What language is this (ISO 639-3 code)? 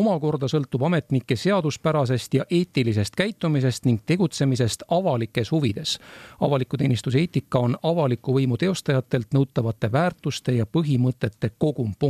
est